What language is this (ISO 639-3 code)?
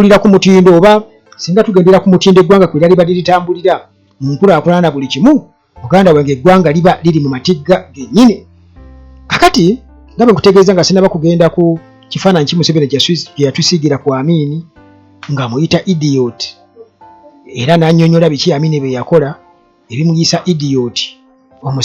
lug